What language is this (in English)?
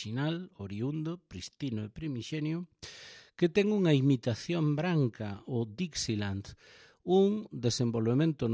Galician